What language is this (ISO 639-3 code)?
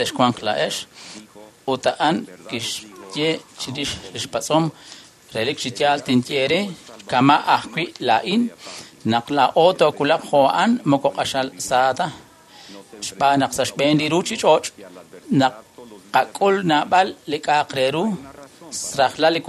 kek